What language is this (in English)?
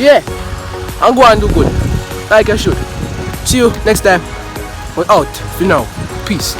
Jamaican Creole English